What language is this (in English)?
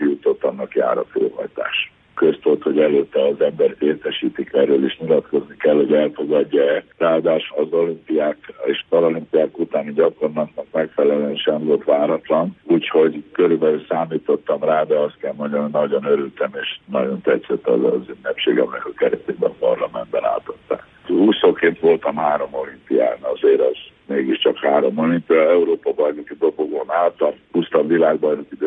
Hungarian